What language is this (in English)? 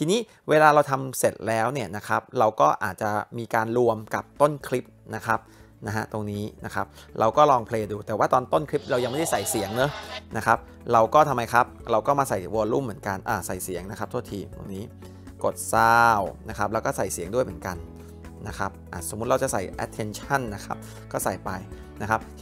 Thai